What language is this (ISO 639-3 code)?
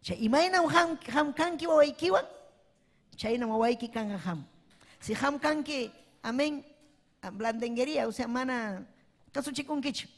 quy